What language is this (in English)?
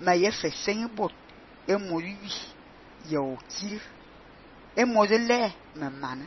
Fang